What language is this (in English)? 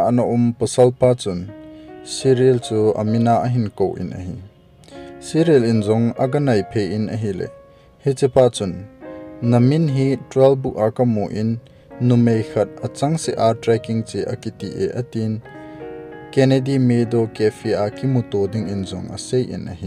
Thado Chin